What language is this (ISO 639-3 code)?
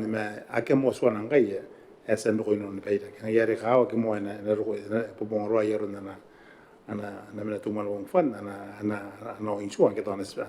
gil